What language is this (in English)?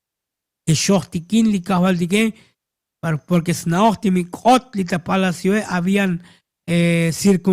Tzotzil